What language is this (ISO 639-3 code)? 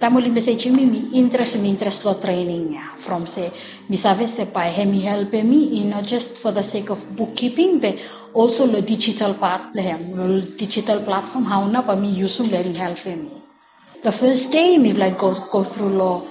bis